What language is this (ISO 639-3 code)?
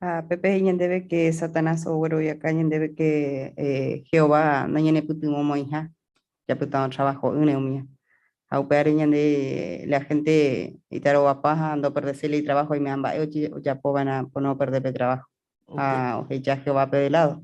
grn